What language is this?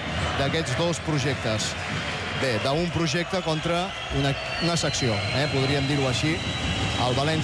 Catalan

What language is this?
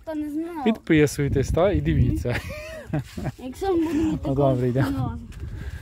Ukrainian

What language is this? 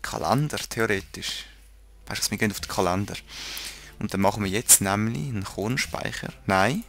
Swiss German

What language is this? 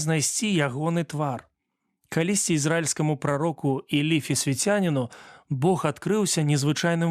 Belarusian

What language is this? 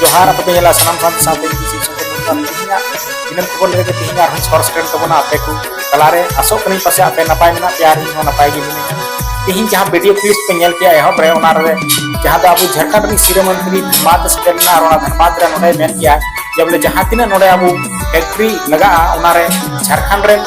Santali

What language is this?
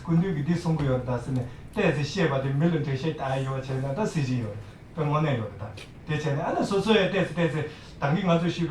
Tibetan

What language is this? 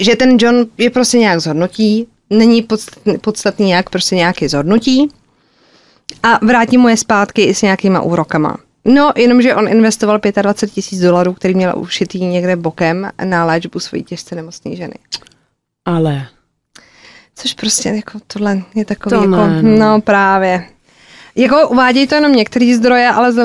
Czech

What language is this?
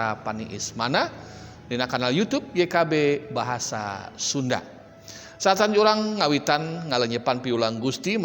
Sundanese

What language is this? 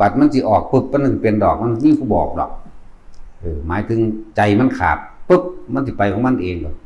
Lao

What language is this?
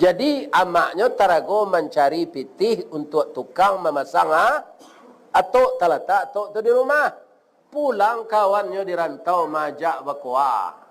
Minangkabau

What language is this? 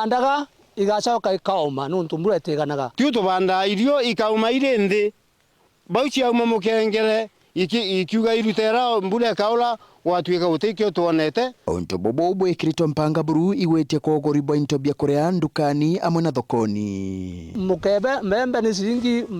Meru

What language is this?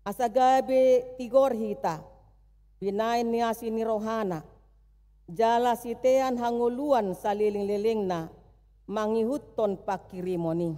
Batak Toba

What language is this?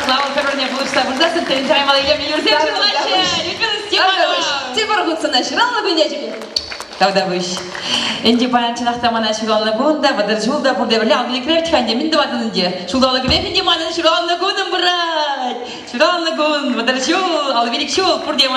Chuvash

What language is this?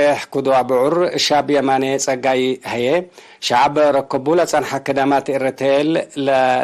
Tigre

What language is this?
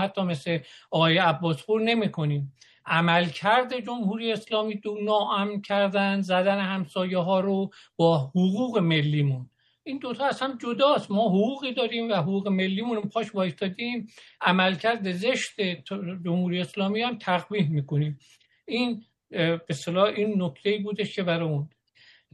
Persian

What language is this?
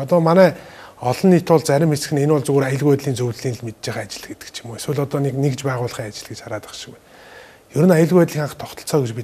Mongolian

